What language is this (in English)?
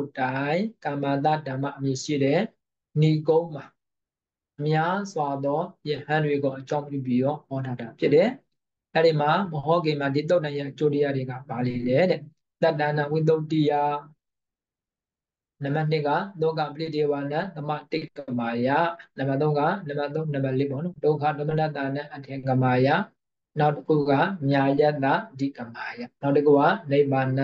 Burmese